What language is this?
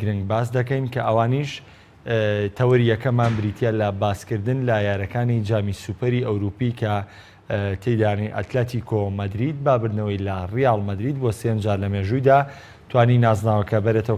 Central Kurdish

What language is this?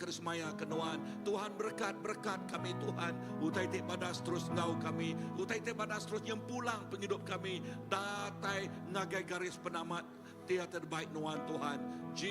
Iban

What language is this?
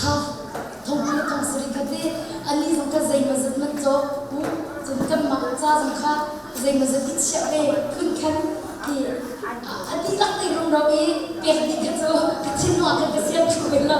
Hakha Chin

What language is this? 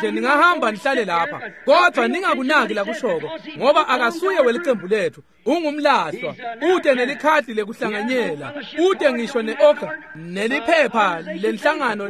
Swati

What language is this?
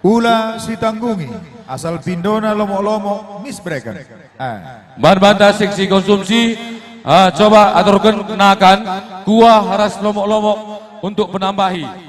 Batak Karo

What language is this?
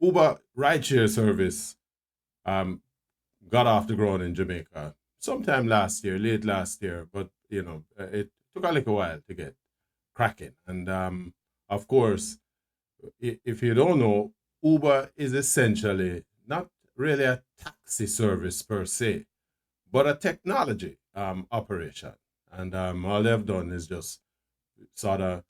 Jamaican Creole English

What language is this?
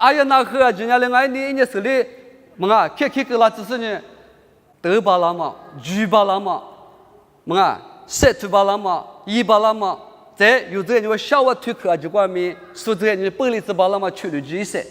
Lisu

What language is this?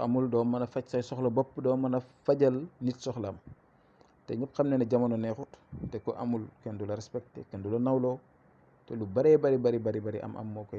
Wolof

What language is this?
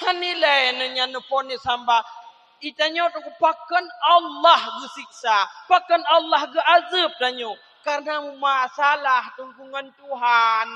Achinese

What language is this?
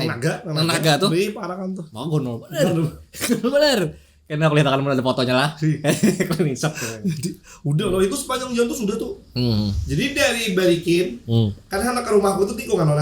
Banjar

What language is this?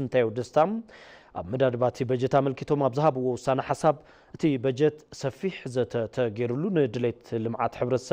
Tigrinya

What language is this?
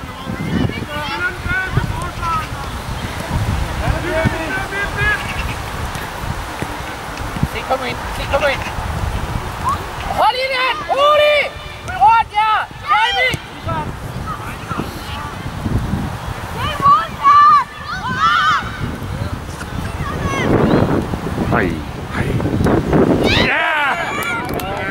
Danish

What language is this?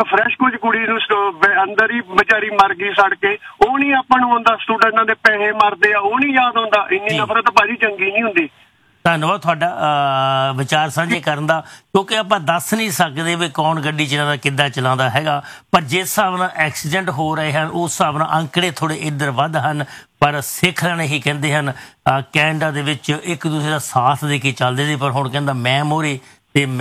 Punjabi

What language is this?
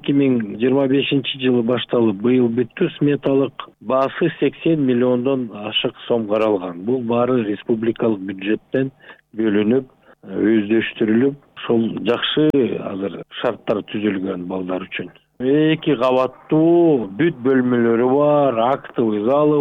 Kyrgyz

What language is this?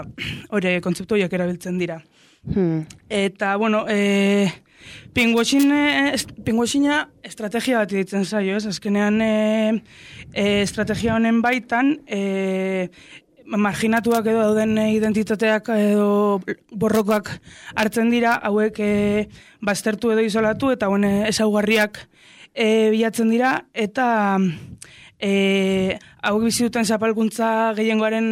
Basque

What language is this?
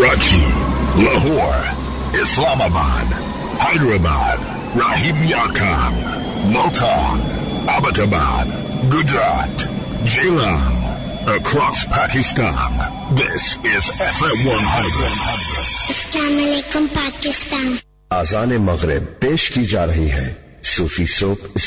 Urdu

